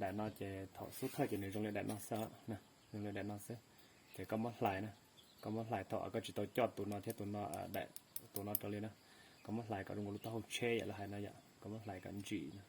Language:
Hmong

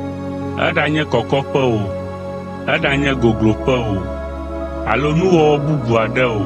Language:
Ewe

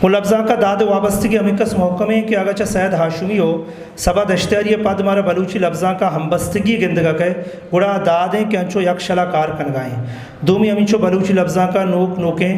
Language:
Eastern Balochi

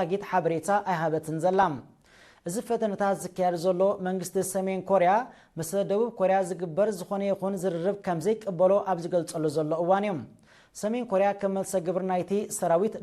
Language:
Tigrinya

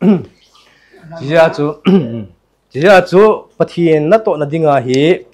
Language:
Thado Chin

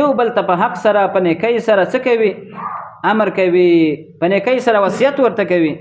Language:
Pashto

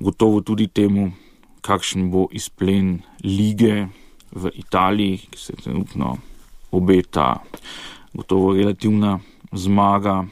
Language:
Slovenian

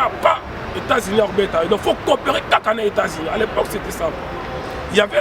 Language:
Lingala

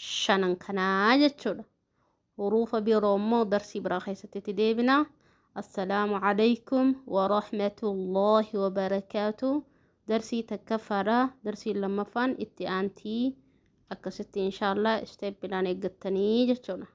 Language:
Oromo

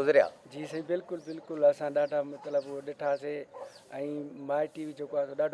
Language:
Sindhi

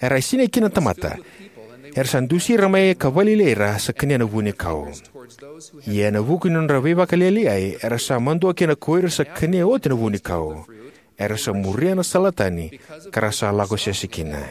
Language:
Fijian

